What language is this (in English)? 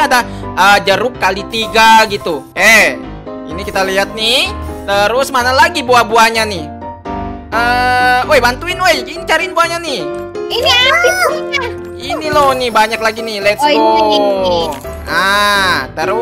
Indonesian